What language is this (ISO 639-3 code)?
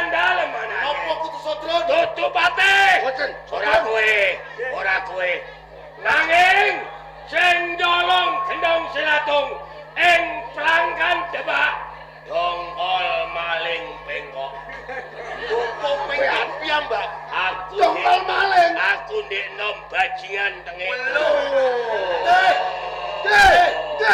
jav